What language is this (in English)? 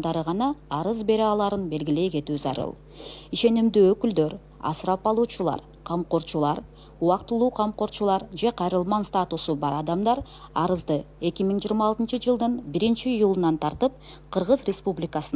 Kyrgyz